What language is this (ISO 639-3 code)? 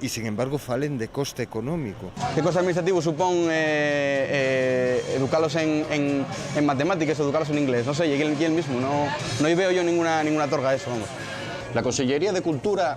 ast